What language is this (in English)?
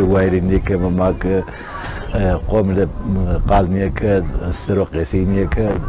Zaza